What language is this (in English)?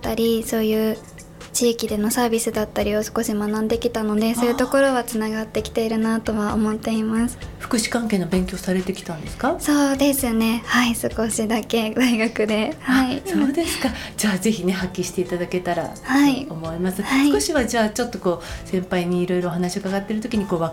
Japanese